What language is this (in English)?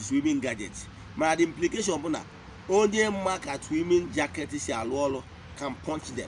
Igbo